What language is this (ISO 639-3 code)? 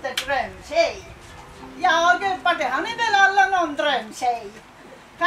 swe